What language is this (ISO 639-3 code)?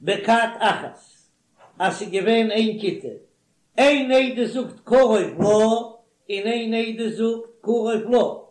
yid